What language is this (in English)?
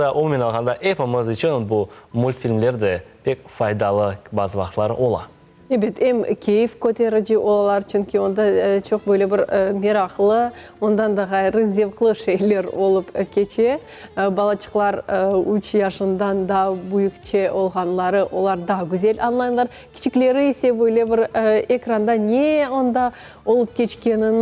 Crimean Tatar